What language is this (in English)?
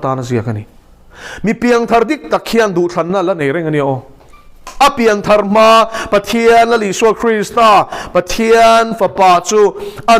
Mizo